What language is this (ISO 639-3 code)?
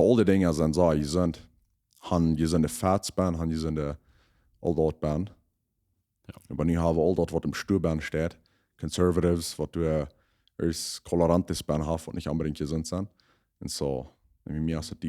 pdt